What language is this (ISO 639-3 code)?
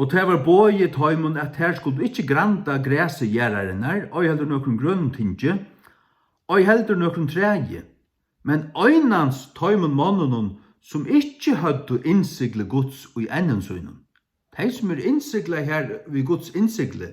fao